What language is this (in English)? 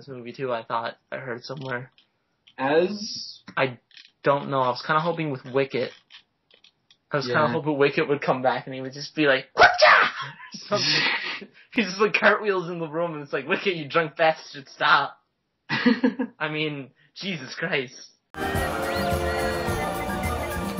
English